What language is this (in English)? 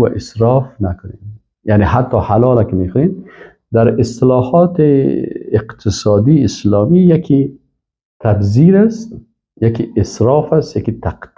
Persian